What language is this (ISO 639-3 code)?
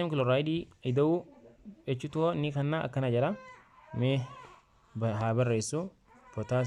orm